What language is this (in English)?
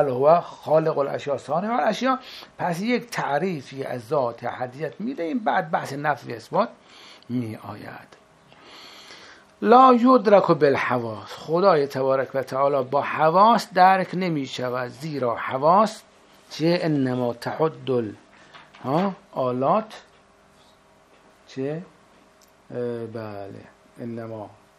Persian